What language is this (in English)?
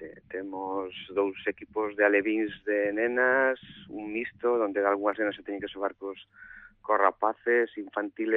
Galician